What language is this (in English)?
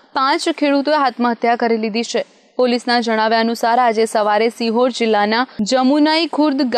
Gujarati